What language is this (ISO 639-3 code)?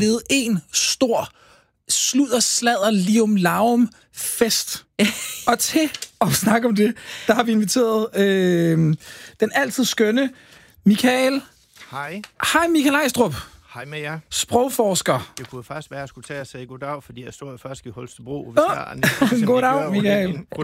dan